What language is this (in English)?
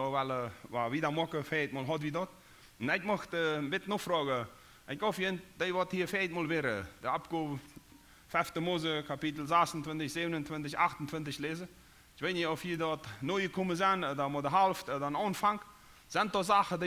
Plautdietsch